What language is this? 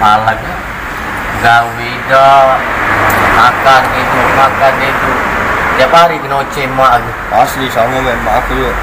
Musi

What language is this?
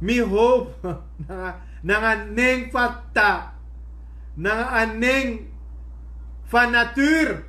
Sranan Tongo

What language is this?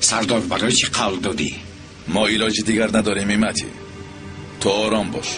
Tajik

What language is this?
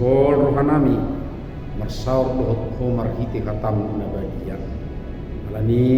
Batak Toba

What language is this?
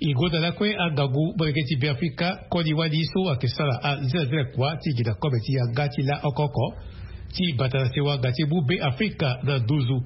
Sango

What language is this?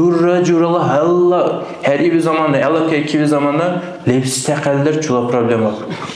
Dargwa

